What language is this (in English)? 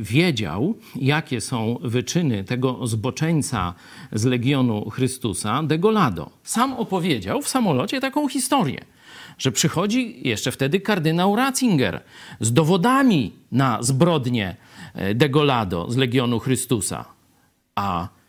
Polish